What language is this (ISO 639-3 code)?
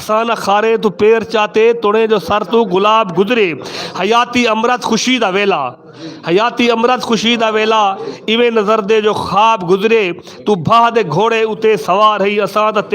skr